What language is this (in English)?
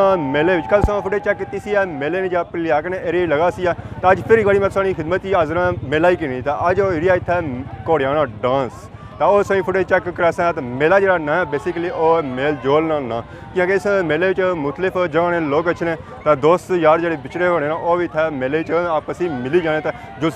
Pahari-Potwari